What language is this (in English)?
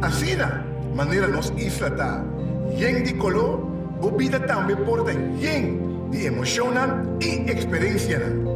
Papiamento